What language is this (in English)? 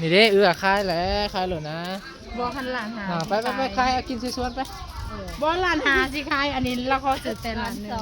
Northeastern Thai